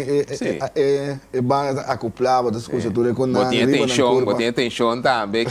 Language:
Papiamento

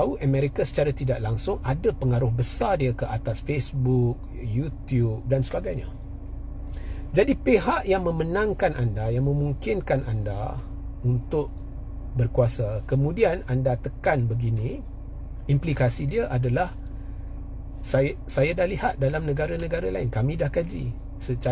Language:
Malay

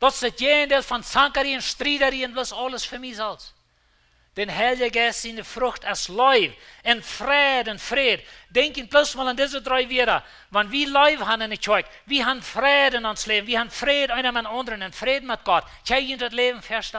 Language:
Plautdietsch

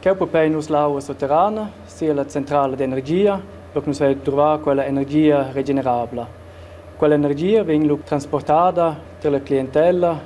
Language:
Romansh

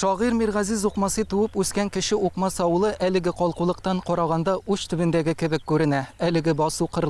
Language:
Tatar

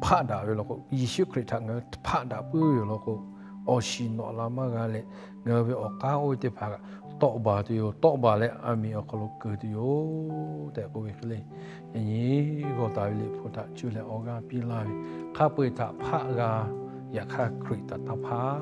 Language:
Lahu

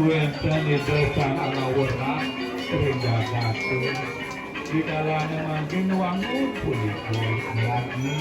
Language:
Balinese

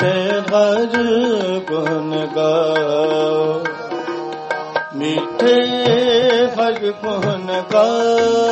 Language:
Punjabi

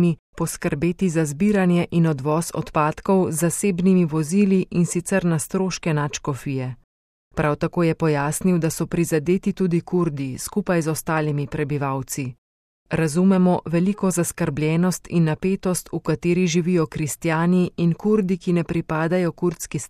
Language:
Slovenian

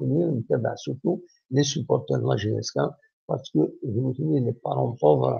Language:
Kabyle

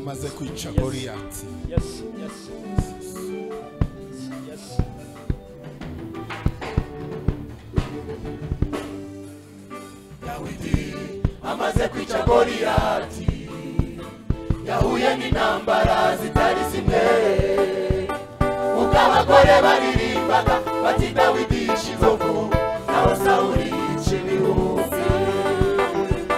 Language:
Kinyarwanda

